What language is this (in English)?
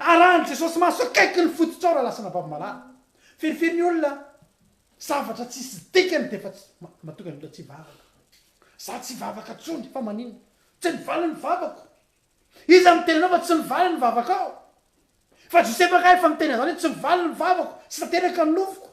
Malagasy